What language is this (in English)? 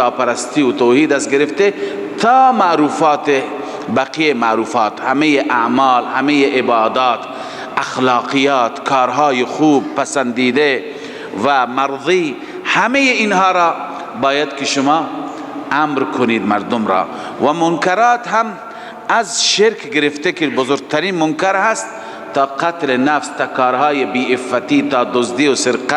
Persian